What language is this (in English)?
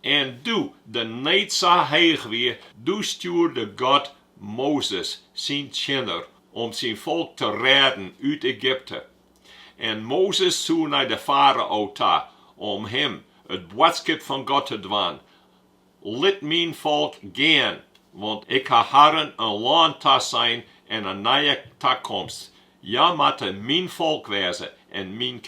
Western Frisian